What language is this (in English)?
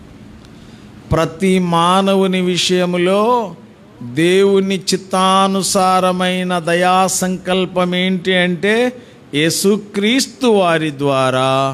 Telugu